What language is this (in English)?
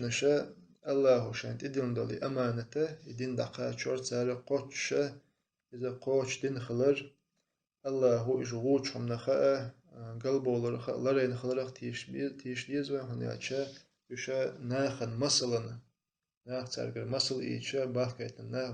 Chechen